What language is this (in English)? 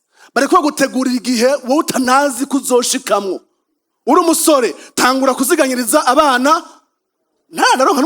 Rundi